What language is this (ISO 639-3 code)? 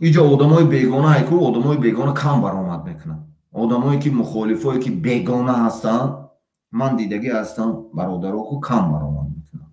tgk